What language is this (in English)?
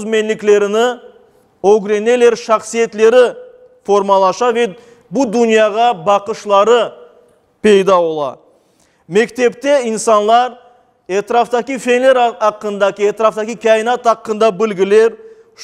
Crimean Tatar